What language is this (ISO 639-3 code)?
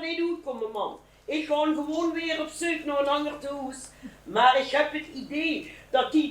lim